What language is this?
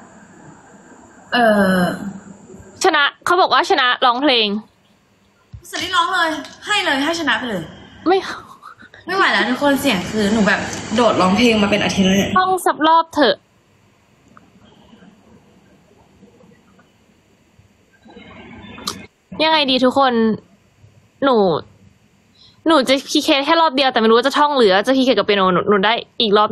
Thai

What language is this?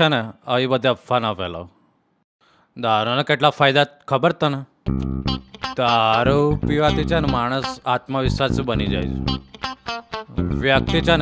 Gujarati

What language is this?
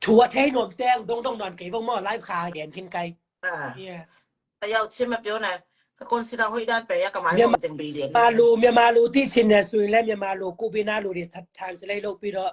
Tedim Chin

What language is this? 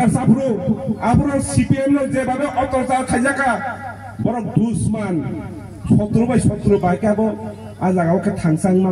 Kok Borok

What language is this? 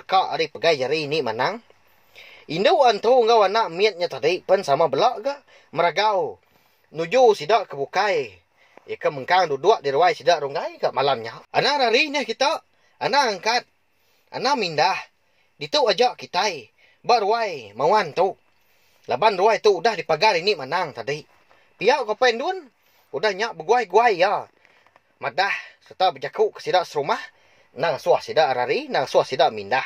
Iban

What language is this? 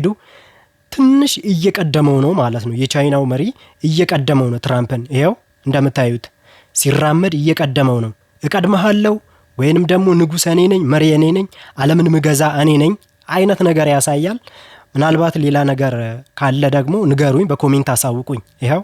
Amharic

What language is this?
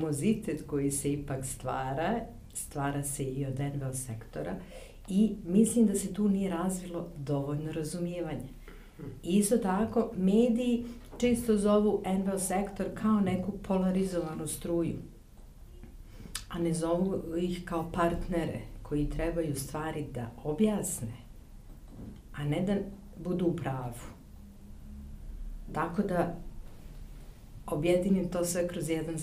Serbian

